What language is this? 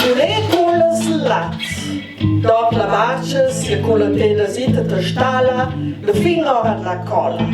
Ladin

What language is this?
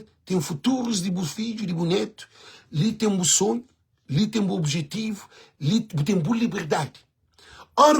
Kabuverdianu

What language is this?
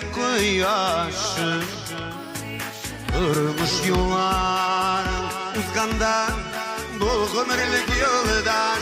Bashkir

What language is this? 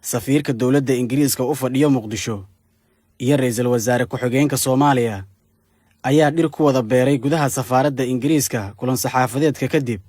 Somali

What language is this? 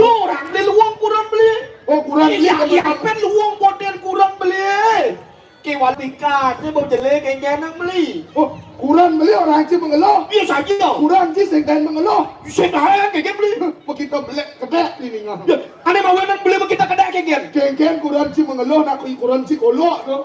Balinese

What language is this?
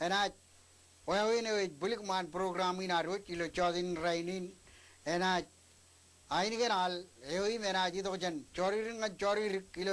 Marshallese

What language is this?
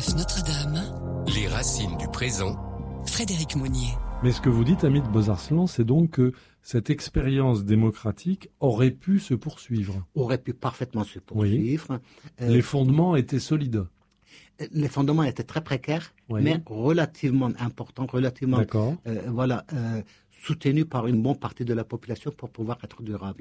French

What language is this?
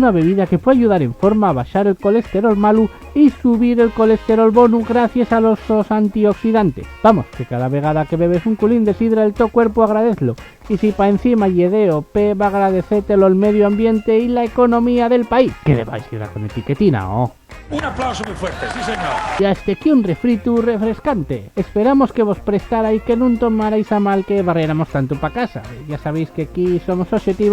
Asturian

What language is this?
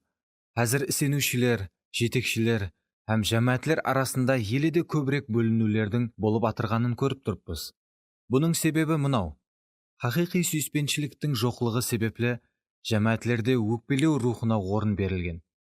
Kara-Kalpak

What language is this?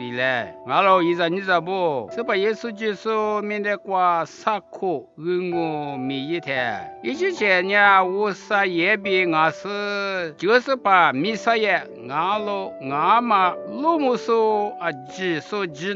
Lisu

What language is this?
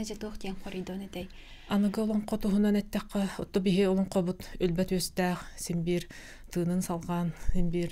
Yakut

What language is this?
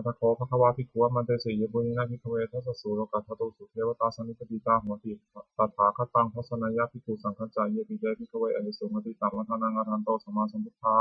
Pali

